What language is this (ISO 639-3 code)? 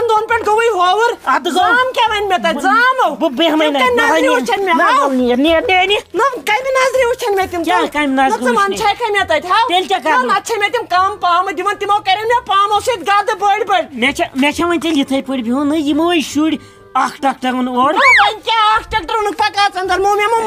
kas